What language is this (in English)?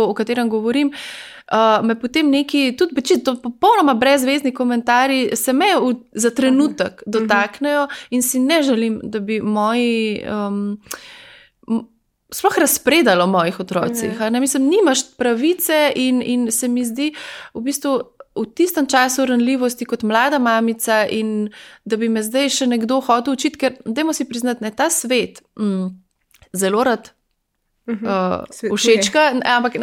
Slovenian